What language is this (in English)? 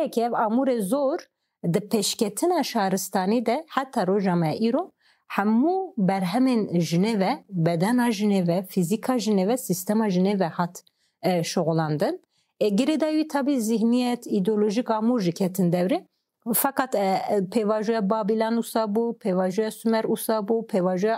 Kurdish